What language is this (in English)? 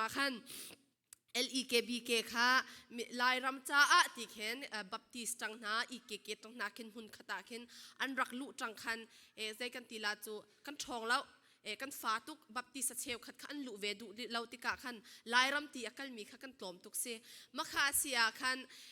Falam Chin